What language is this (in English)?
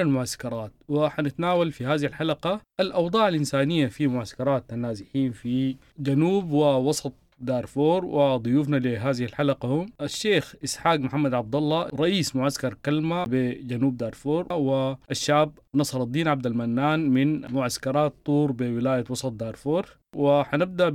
Sudanese Arabic